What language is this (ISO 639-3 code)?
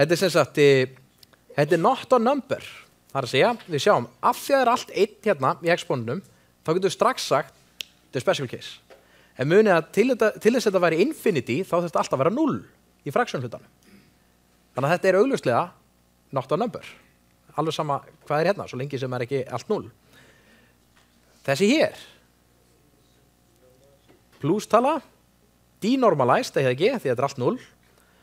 isl